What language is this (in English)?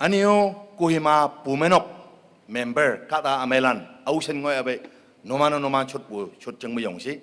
Konyak Naga